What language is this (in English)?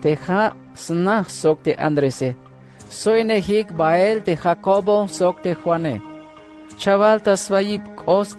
Tzeltal